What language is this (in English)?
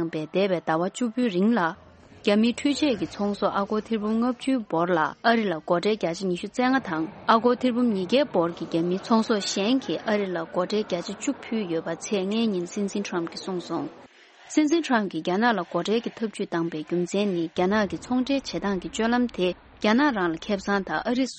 Tibetan